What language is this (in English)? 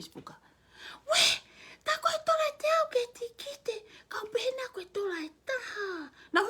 Tongan